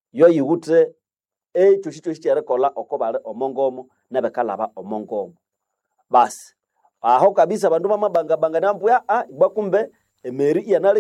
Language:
Nande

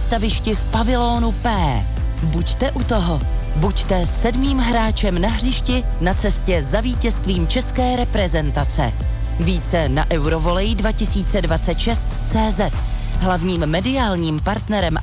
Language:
Czech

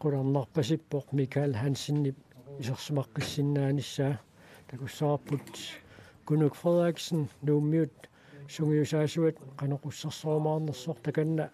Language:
Kalaallisut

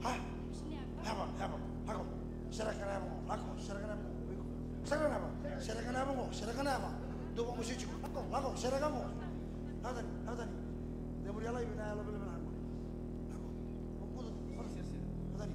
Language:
Fijian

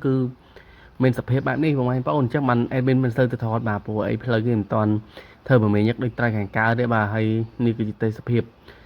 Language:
Khmer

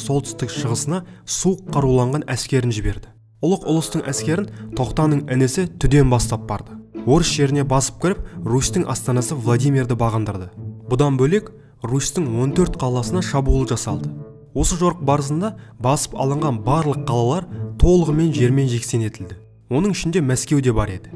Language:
Kazakh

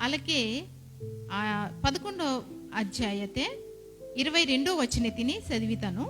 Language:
Koya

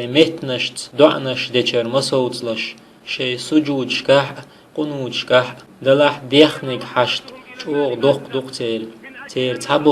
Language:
Chechen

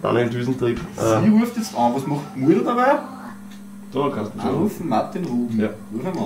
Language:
Bavarian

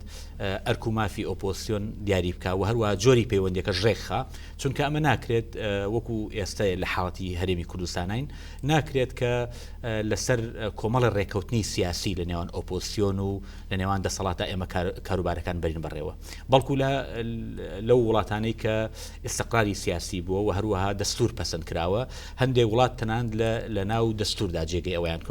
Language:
Central Kurdish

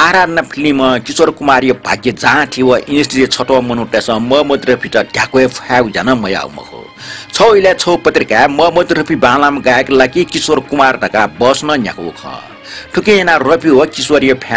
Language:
Newari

